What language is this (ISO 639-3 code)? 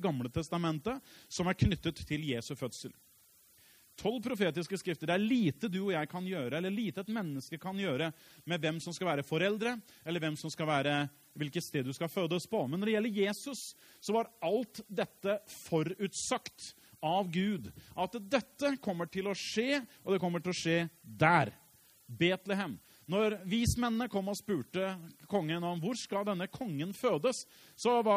nor